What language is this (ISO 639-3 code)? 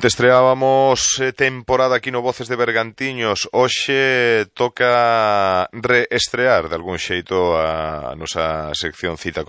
glg